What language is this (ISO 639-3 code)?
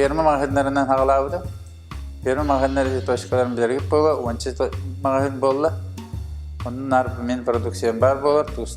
sah